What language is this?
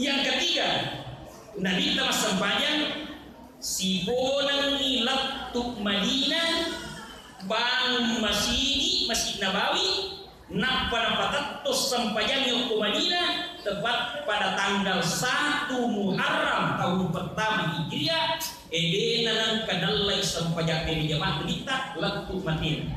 Buginese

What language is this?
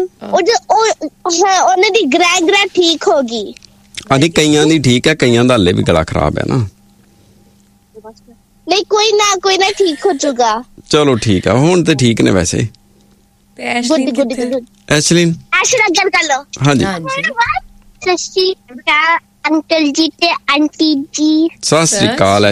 Punjabi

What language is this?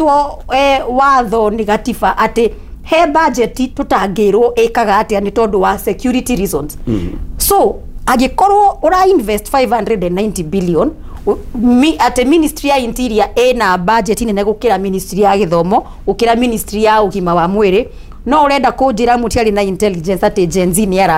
Kikuyu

